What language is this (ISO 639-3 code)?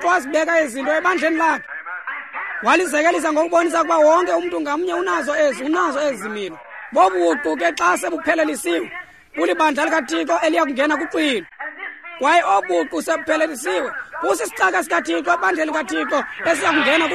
xho